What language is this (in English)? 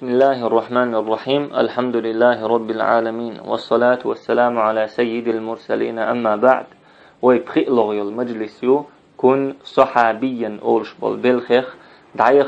Chechen